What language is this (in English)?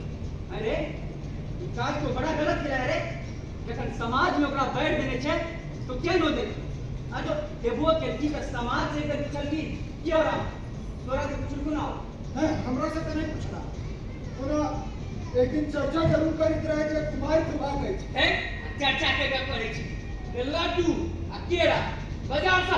Maithili